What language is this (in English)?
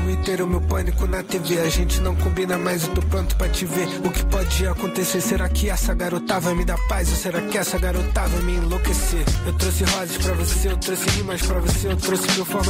Portuguese